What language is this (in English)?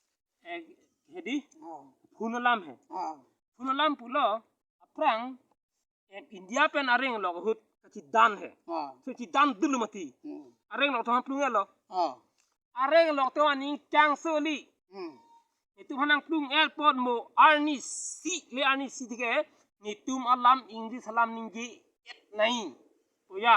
Karbi